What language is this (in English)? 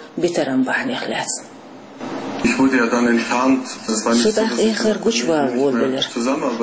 Chechen